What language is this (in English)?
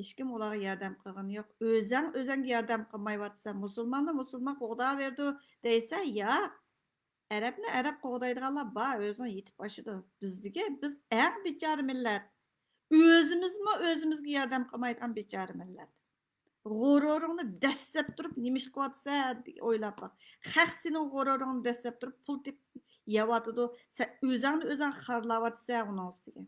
Uyghur